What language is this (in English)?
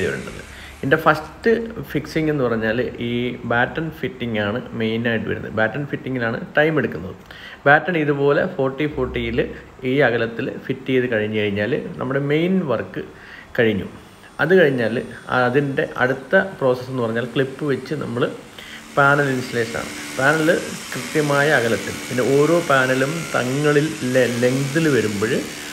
Malayalam